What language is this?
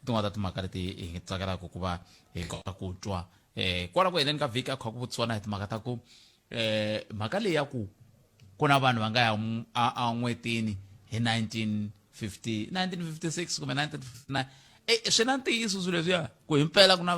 Tsonga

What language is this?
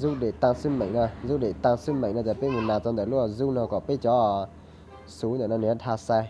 Hmong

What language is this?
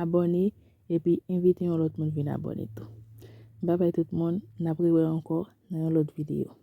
Haitian Creole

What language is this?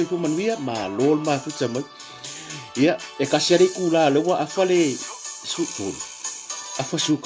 Samoan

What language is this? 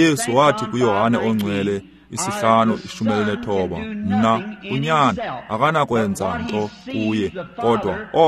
Xhosa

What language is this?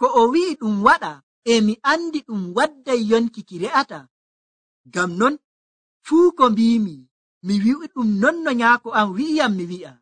Nigerian Fulfulde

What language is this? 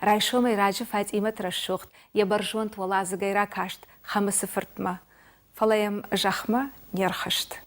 Ossetic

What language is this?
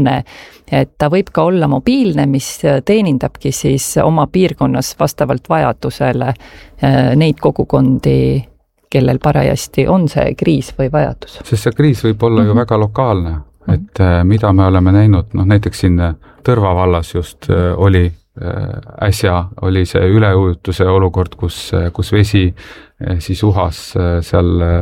Estonian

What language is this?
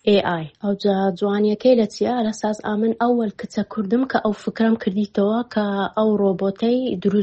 Central Kurdish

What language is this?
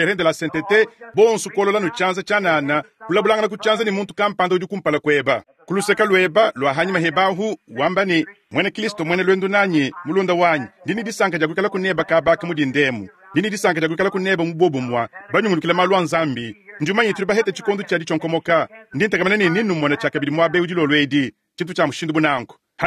Luba-Lulua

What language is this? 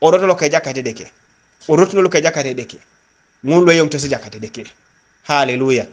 Teso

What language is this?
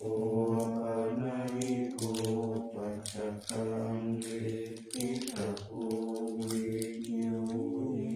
Pali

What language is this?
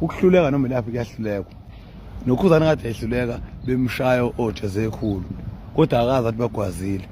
Zulu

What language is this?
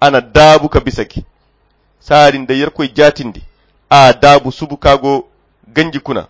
Koyra Chiini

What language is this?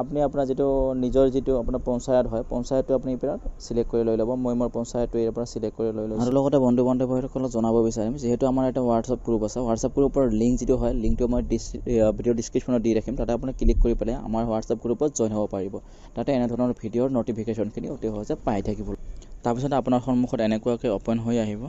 Assamese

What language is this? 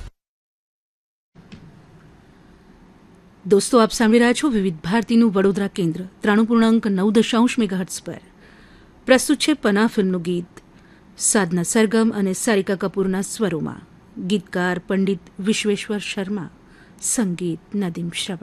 Gujarati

